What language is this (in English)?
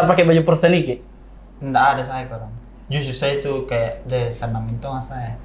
Makassar Malay